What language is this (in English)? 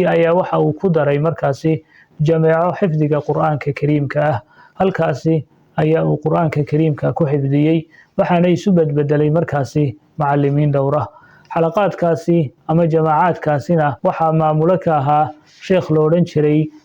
Somali